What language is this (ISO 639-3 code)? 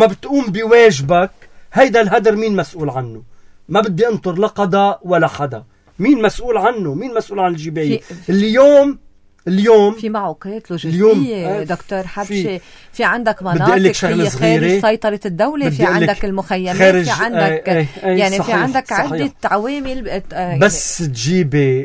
apc